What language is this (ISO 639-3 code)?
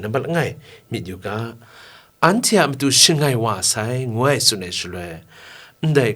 kac